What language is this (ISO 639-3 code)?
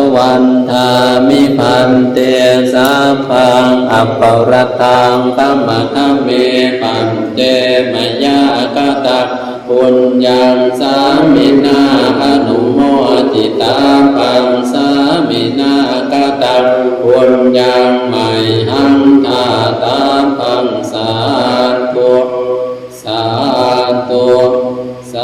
pli